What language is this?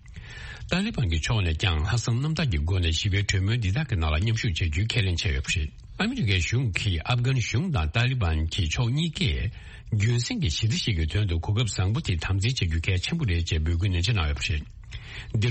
Tibetan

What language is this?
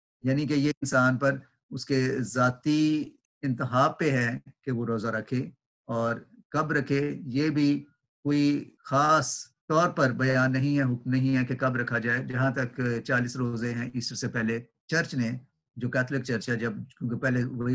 Urdu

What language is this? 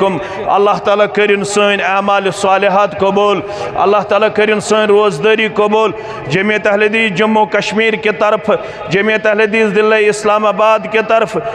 Kashmiri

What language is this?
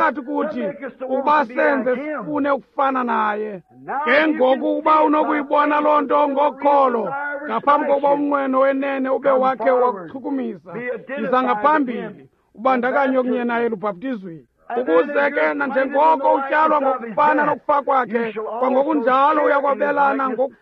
Xhosa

